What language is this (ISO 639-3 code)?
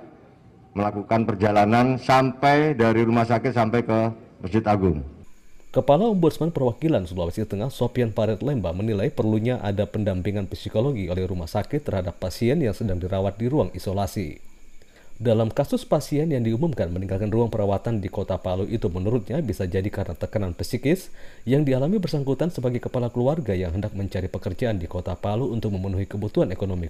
ind